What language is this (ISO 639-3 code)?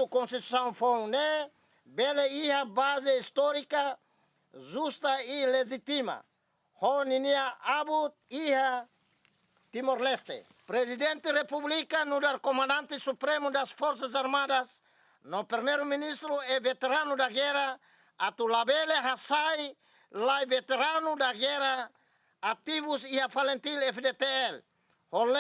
tet